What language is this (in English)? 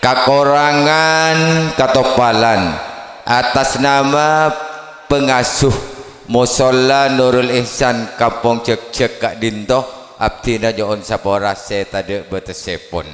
Madurese